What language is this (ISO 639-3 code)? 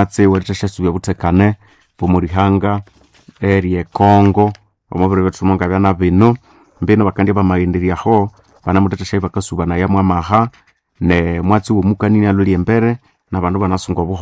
nnb